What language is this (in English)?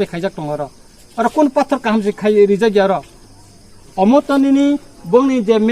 Kok Borok